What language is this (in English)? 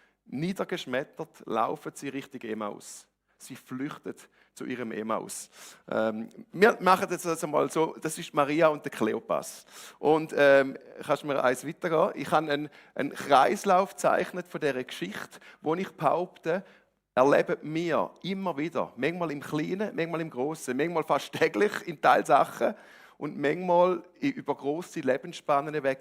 Swiss German